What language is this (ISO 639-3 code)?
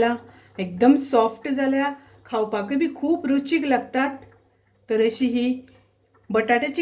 kok